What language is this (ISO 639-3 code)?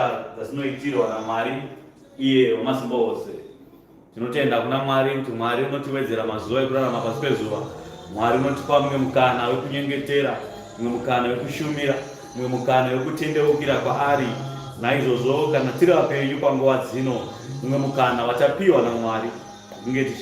sna